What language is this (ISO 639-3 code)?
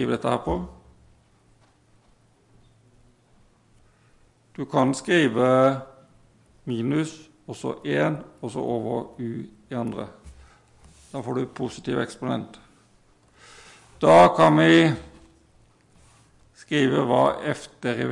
nor